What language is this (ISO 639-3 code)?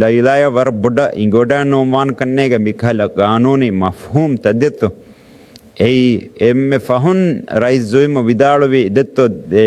div